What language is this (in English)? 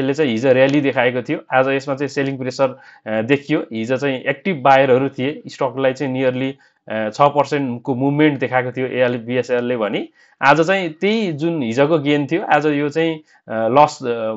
Nepali